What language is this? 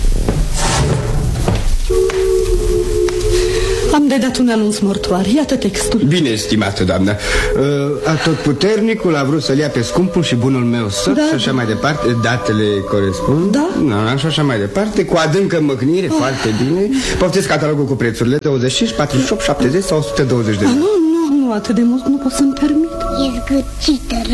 Romanian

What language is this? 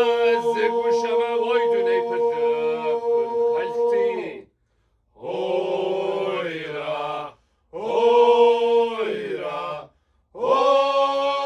Kabardian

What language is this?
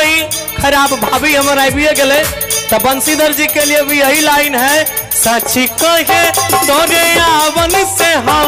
Maithili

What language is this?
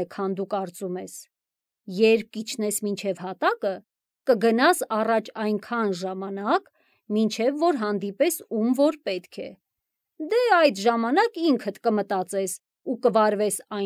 Armenian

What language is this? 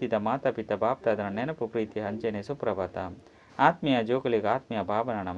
Tulu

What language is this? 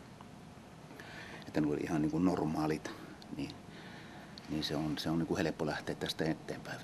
Finnish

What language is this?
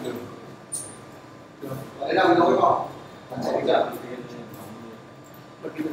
Vietnamese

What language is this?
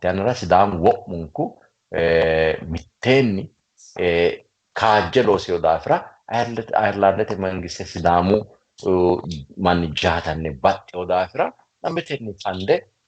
Sidamo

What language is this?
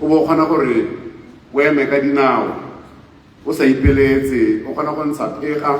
Tswana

